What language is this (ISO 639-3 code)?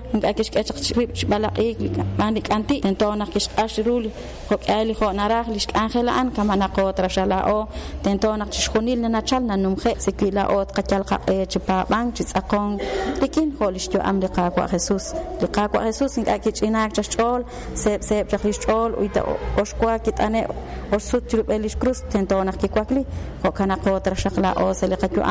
kek